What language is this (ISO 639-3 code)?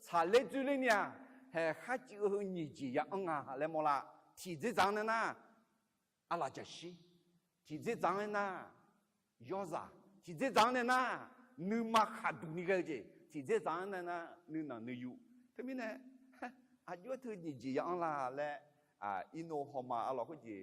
ahk